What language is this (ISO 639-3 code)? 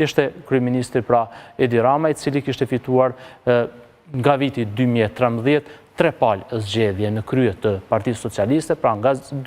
sqi